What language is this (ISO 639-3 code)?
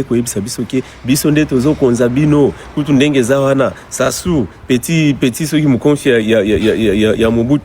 lin